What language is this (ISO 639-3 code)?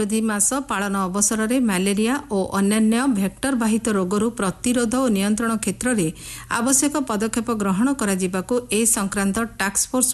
ori